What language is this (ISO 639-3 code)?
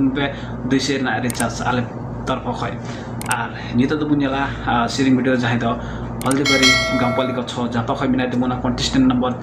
sat